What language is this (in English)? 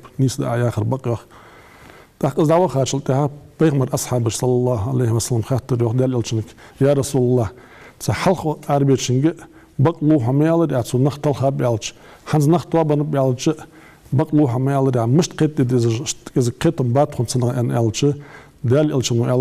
Ingush